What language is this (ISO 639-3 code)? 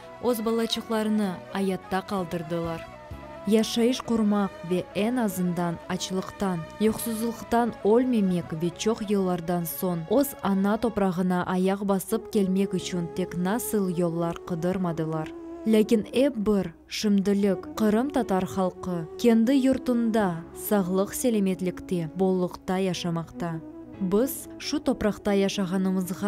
crh